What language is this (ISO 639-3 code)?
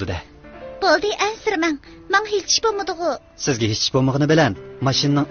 uig